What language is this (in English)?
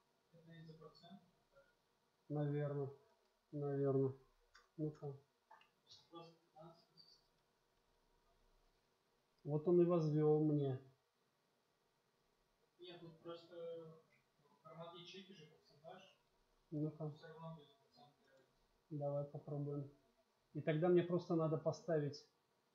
Russian